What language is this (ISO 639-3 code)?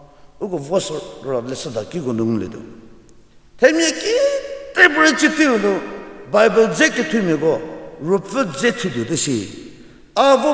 njm